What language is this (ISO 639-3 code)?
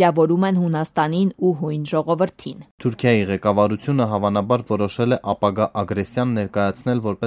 hye